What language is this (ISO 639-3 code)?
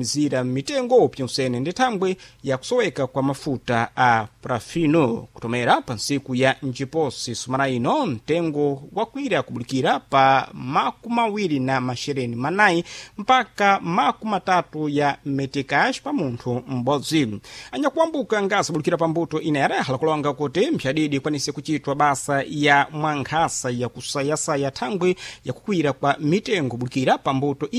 seh